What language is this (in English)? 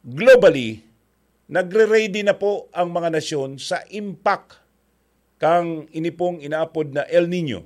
Bikol